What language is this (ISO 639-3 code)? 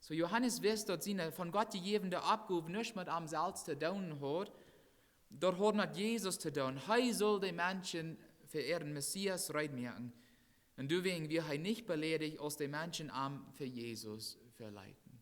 pdt